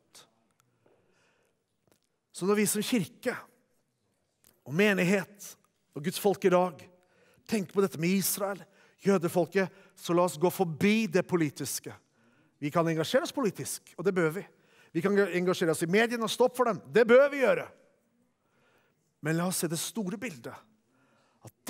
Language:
Norwegian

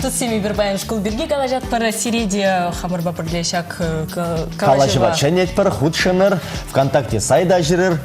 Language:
Chuvash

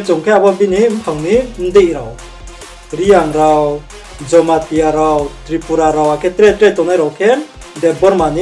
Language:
Riang (India)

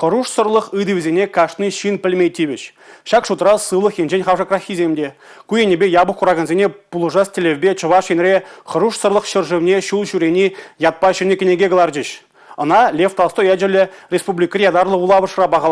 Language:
Chuvash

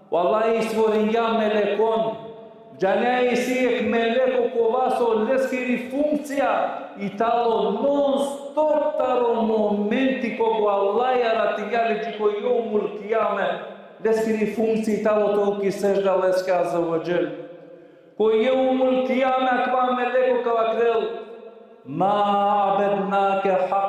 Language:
Balkan Romani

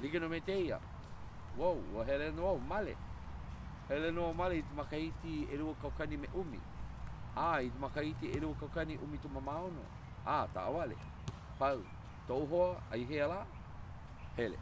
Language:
Hawaiian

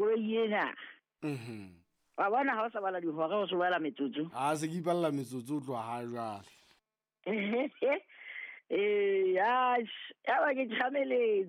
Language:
Southern Sotho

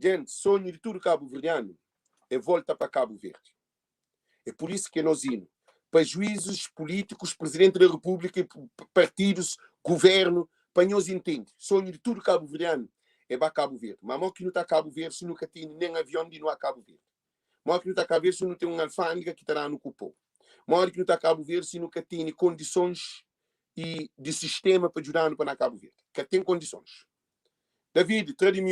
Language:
Kabuverdianu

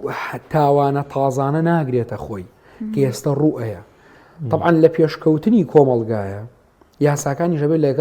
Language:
Central Kurdish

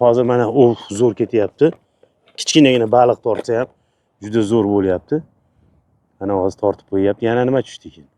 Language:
Uzbek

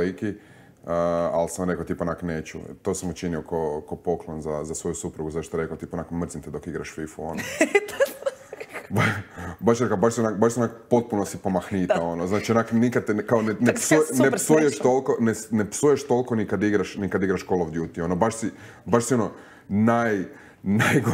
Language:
Croatian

